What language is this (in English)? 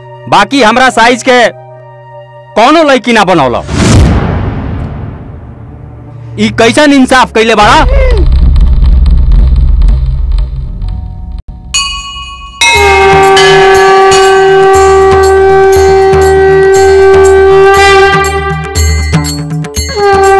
Bhojpuri